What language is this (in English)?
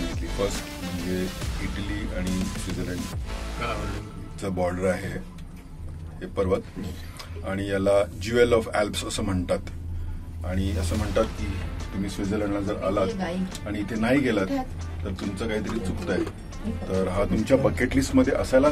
Marathi